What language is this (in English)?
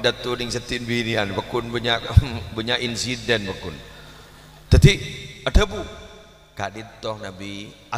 Madurese